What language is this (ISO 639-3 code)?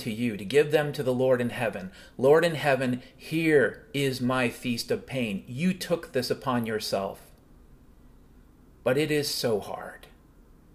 eng